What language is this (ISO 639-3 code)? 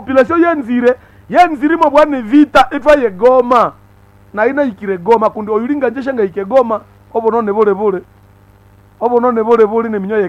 nnb